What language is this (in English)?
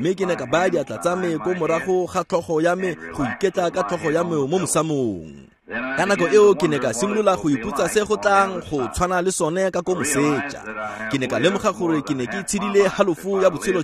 Tswana